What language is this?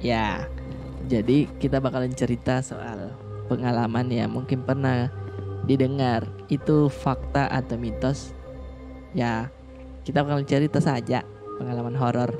Makassar Malay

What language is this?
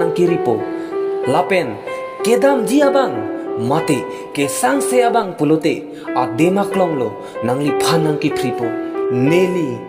Karbi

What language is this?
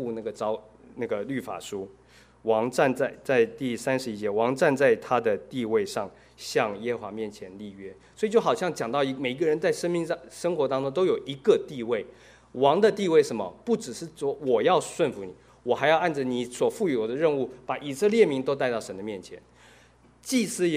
Chinese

